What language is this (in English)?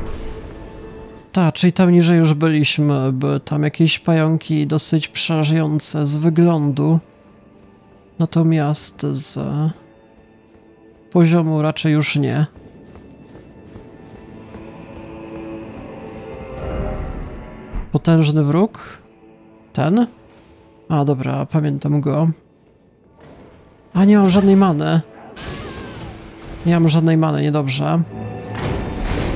Polish